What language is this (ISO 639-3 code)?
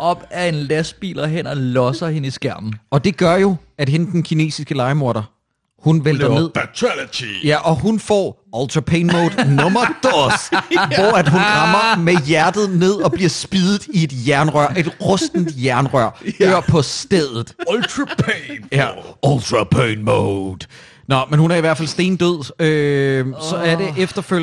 dan